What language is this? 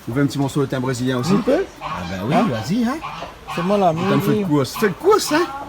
Réunion Creole French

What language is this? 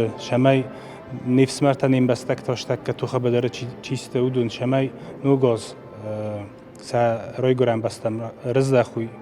Ossetic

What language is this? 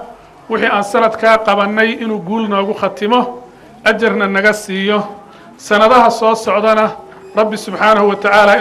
Somali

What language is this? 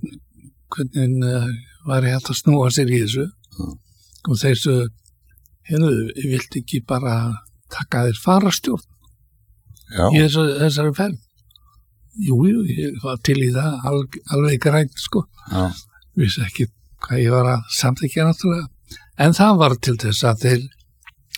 Icelandic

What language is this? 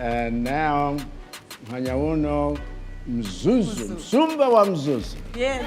Nyanja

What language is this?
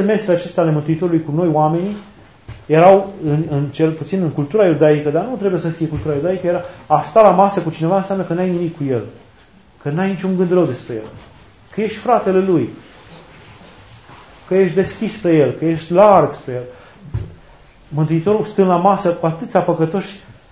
Romanian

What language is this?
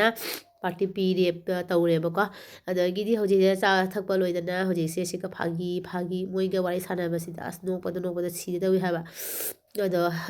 Manipuri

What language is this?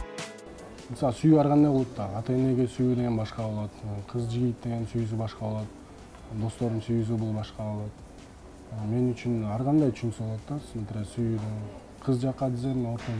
Kyrgyz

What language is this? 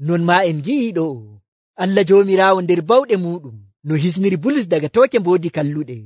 Nigerian Fulfulde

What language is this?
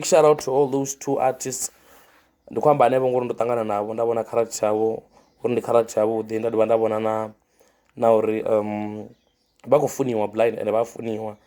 Venda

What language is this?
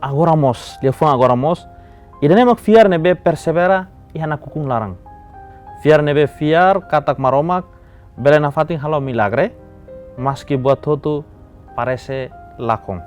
Tetum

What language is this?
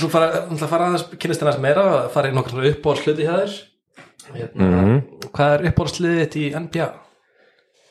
Icelandic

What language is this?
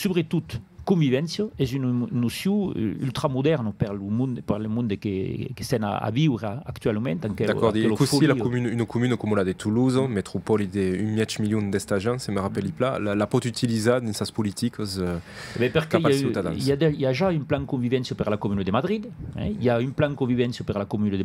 Occitan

